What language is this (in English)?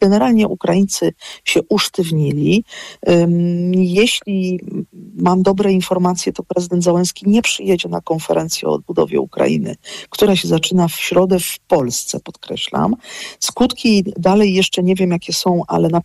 Polish